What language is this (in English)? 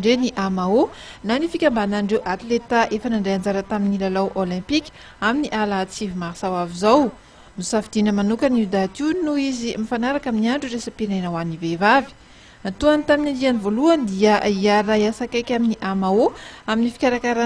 Malagasy